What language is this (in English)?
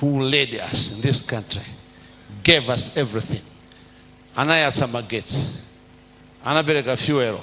Nyanja